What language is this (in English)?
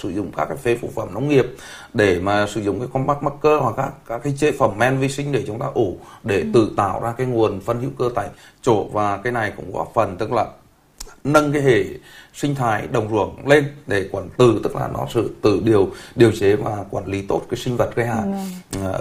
Vietnamese